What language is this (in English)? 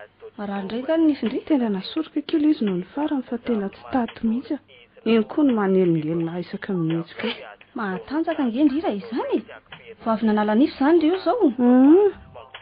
Malagasy